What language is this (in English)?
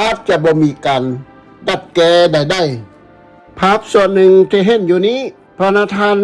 Lao